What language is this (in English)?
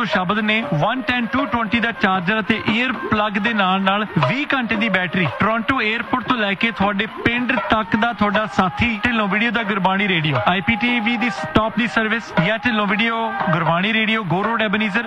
Punjabi